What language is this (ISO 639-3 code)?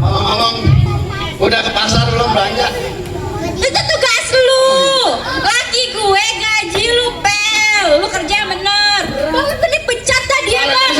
bew